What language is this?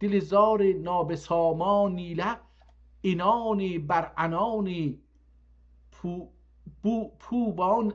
South Azerbaijani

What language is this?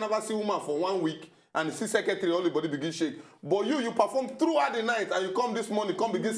Nigerian Pidgin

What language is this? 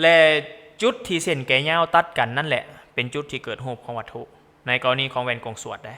Lao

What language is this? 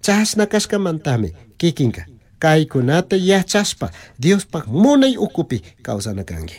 Chimborazo Highland Quichua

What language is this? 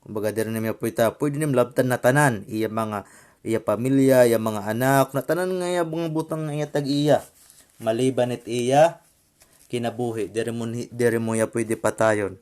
Waray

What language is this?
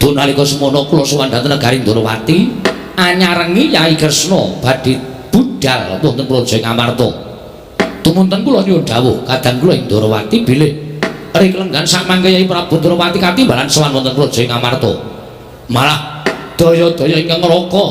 Javanese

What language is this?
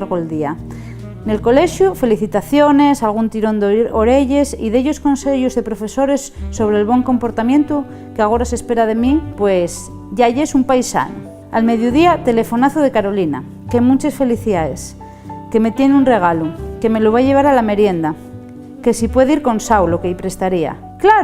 Asturian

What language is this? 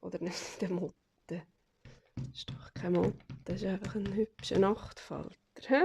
Swiss German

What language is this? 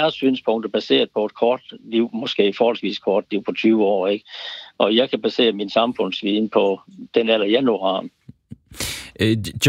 Danish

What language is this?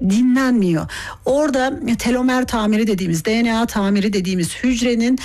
Turkish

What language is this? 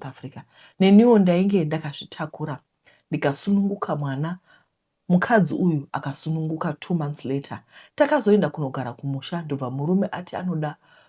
Shona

